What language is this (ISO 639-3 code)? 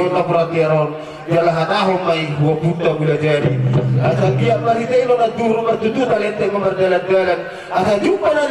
bbc